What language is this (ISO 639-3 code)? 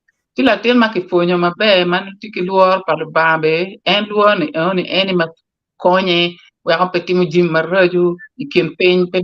ach